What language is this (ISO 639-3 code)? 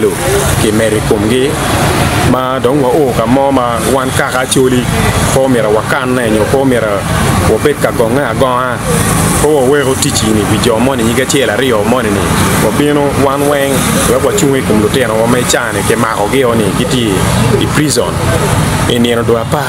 ach